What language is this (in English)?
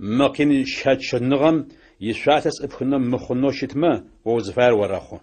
Adyghe